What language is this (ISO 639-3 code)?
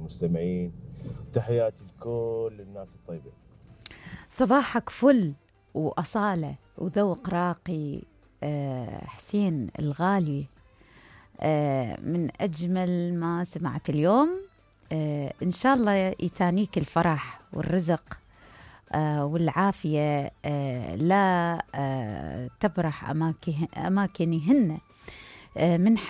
acm